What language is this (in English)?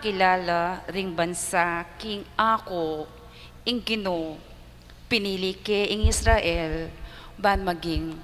Pampanga